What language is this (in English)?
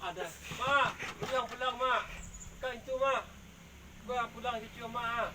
Minangkabau